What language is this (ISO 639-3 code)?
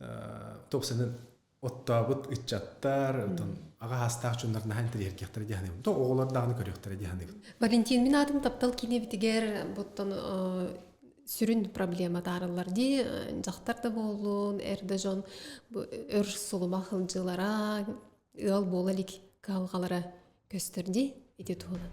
sah